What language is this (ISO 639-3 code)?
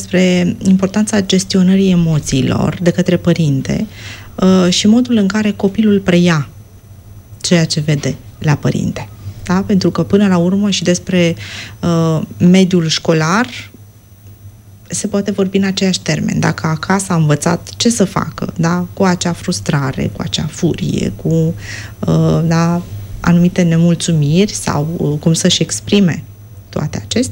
ron